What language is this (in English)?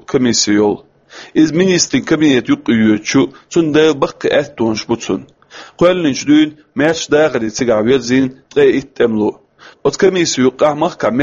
Chechen